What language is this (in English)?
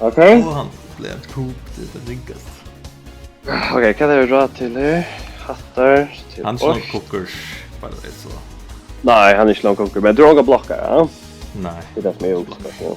Faroese